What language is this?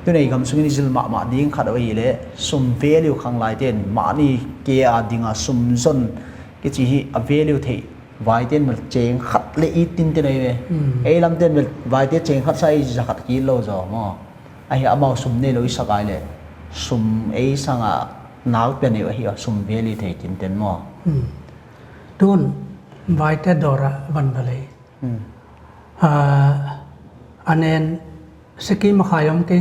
Paite Chin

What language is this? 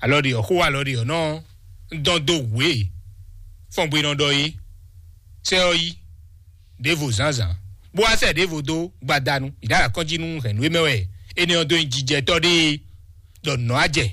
Fon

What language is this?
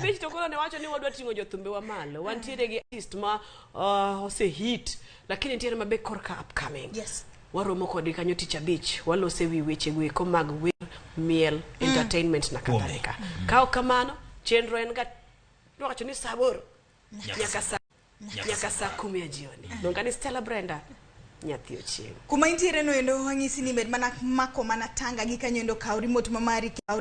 Luo (Kenya and Tanzania)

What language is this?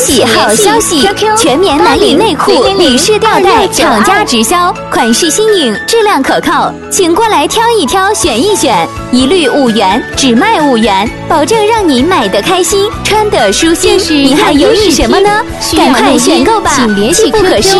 Chinese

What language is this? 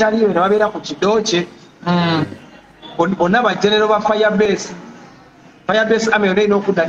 Ganda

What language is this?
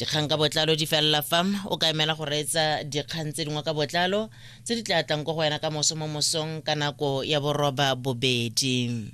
Tswana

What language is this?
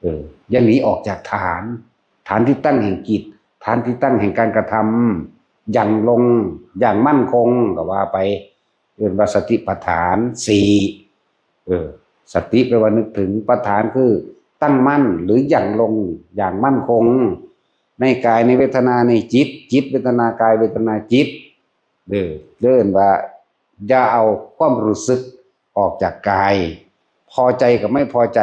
Northeastern Thai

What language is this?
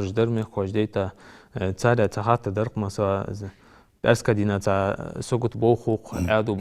Ingush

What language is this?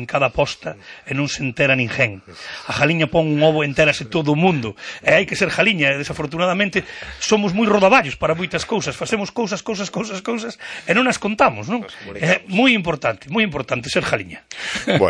Galician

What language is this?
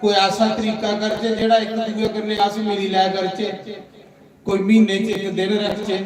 Dogri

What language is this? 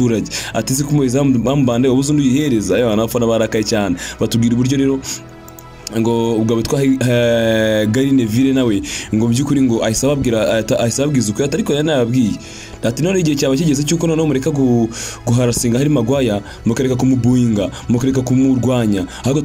Kinyarwanda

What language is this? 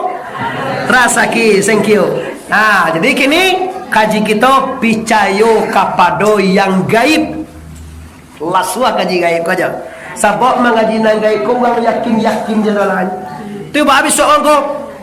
Minangkabau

